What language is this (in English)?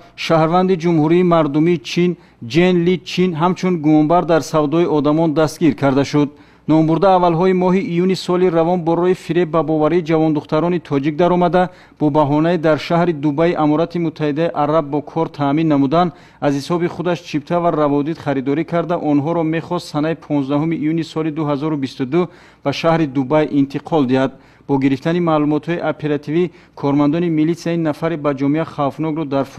Tajik